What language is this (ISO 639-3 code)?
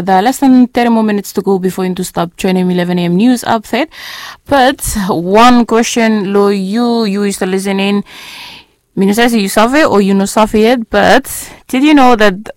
bis